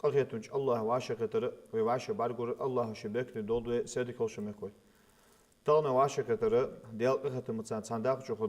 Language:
Ingush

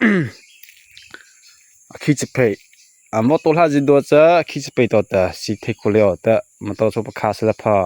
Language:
Mara Chin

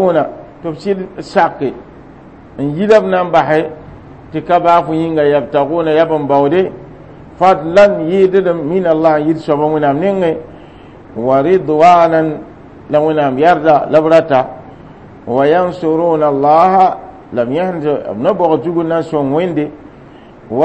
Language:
Mossi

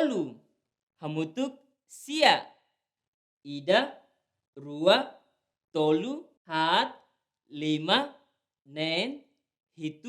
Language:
Tetum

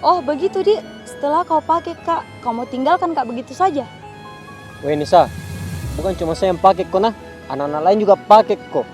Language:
Makassar Malay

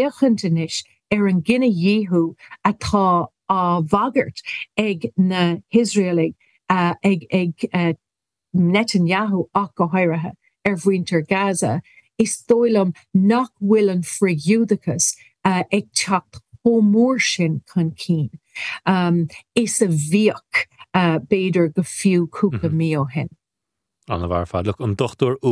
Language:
Irish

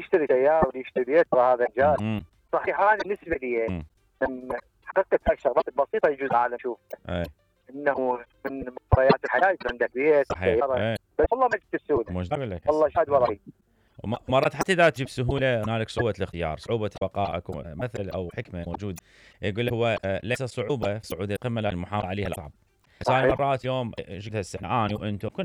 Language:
Mesopotamian Arabic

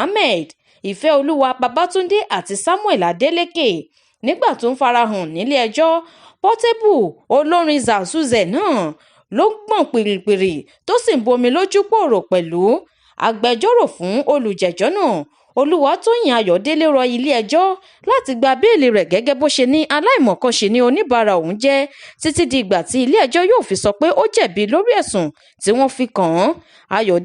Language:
Yoruba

